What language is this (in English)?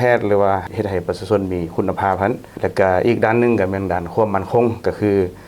Lao